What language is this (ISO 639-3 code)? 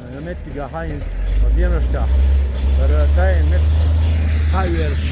che